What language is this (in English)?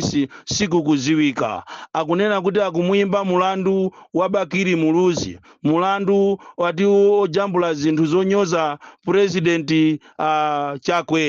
Nyanja